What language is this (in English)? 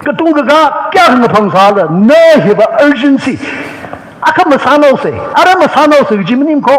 Tangkhul Naga (India)